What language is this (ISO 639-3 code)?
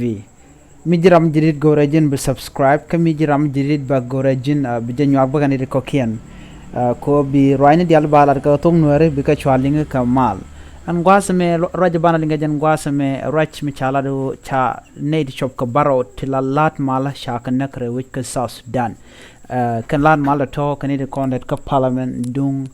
nus